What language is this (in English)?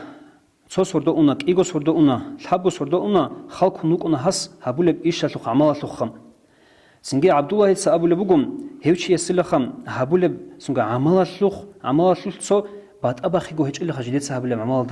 Avaric